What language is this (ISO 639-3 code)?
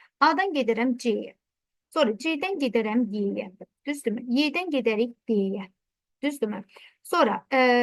aze